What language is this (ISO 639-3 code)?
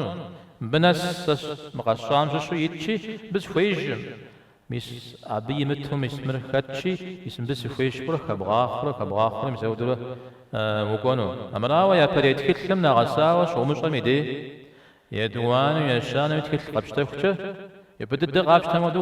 kbd